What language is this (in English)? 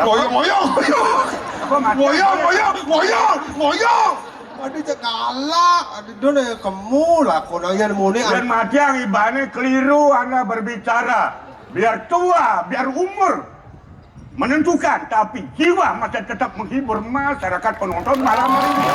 Balinese